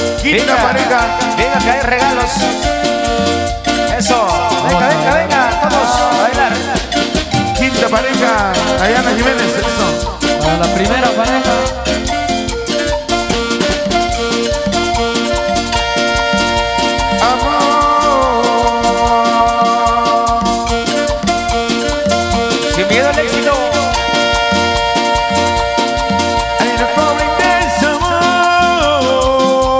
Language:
Spanish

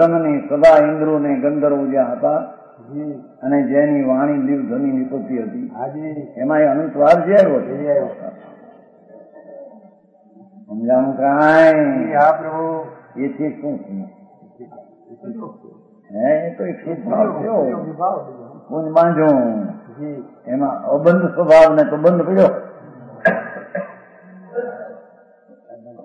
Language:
Gujarati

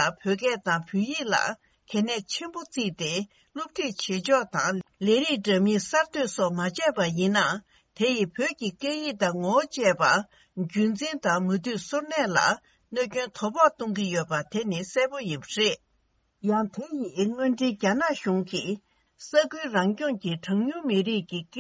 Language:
Tibetan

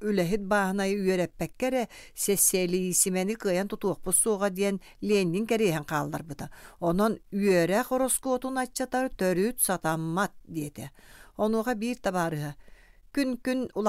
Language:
Yakut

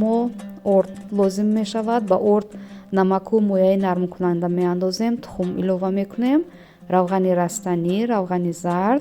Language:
Tajik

